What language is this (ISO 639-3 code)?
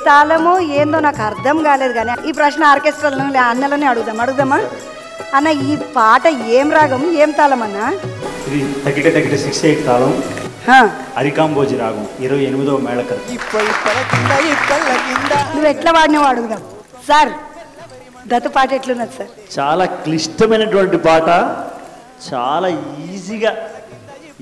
tel